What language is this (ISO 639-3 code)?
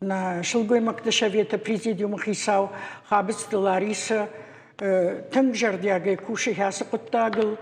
oss